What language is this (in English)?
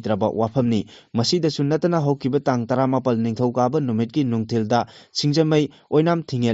Manipuri